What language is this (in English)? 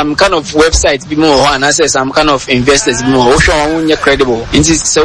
Akan